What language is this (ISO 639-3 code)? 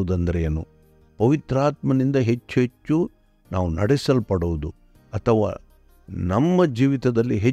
kan